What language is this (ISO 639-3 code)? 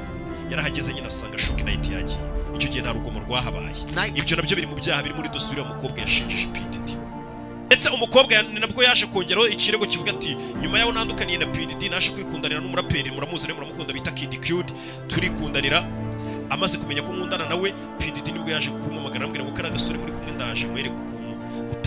kin